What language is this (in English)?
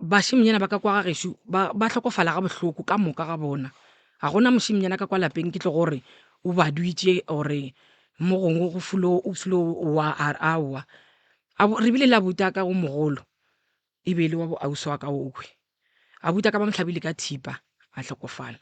Northern Sotho